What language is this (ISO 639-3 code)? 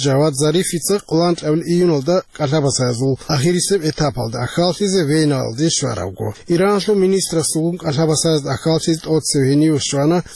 ava